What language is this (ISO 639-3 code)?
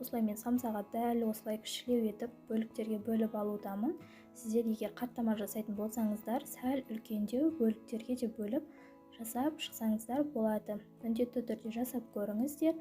kaz